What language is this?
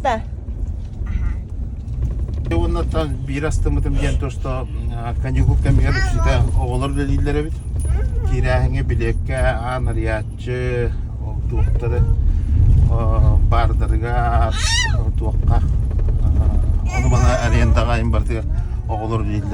Yakut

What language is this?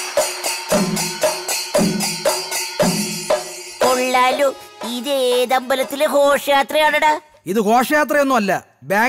Malayalam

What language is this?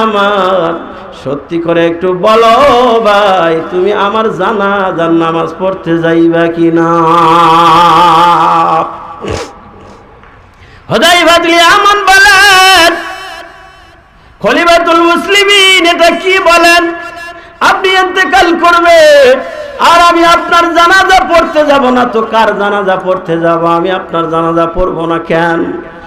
Bangla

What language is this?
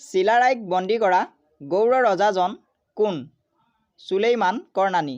Assamese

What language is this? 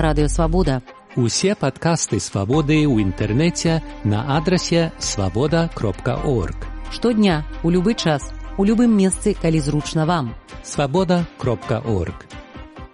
Belarusian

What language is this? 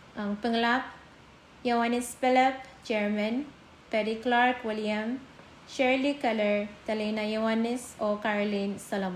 Pohnpeian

